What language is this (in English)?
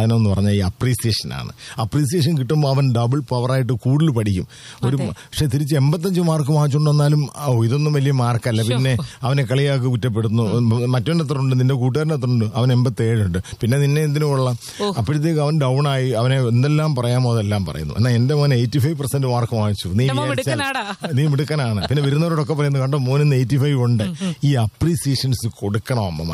Malayalam